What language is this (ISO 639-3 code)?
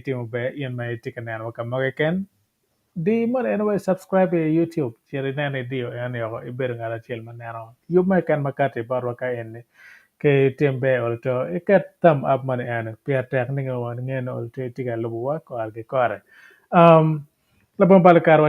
ach